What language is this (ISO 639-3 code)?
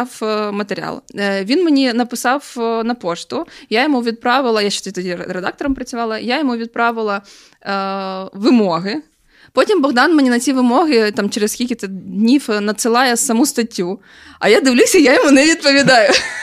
ukr